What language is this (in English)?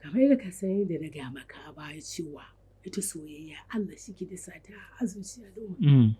Hausa